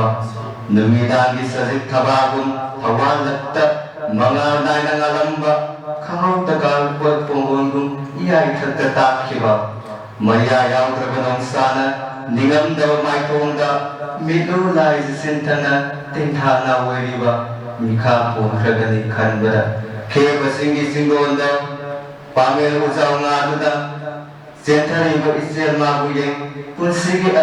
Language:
Manipuri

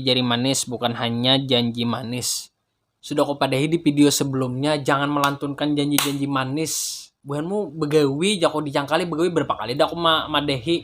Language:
Banjar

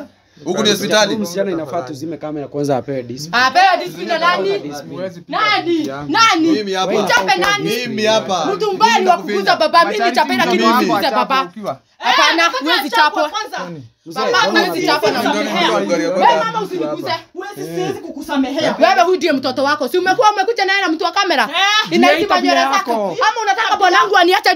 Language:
Swahili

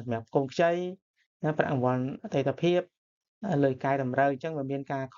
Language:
Khmer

